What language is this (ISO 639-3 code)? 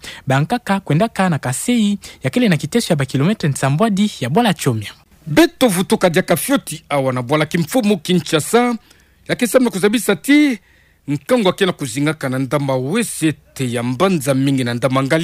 ktu